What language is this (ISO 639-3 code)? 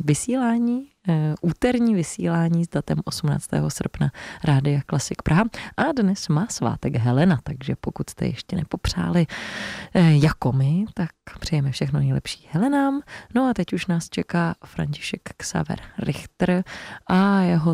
ces